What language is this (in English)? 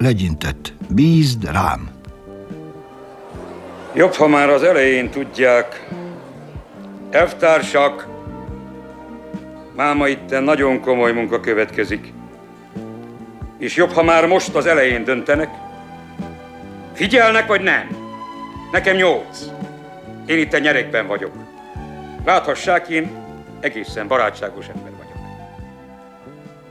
Hungarian